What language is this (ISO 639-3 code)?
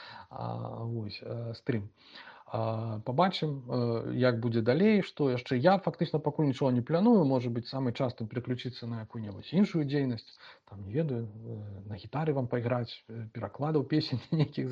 bel